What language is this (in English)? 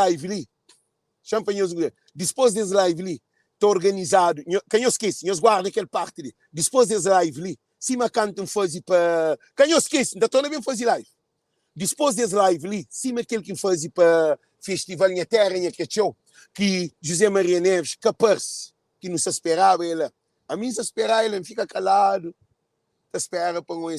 Kabuverdianu